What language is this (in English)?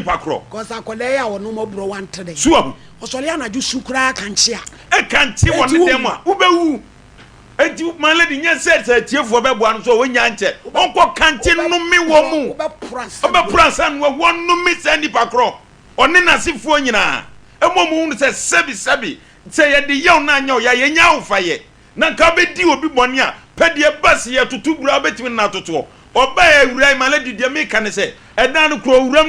Akan